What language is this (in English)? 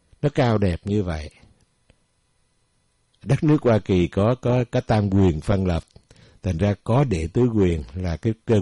Vietnamese